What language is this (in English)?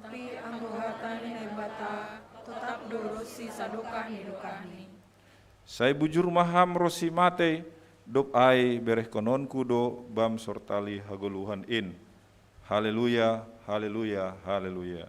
Batak Simalungun